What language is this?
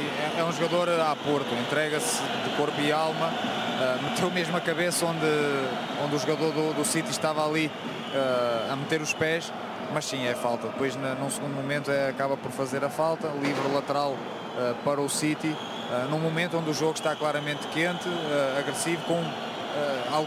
Portuguese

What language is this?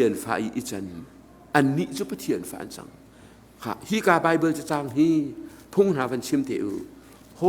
Hakha Chin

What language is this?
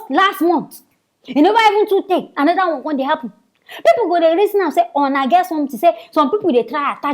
Nigerian Pidgin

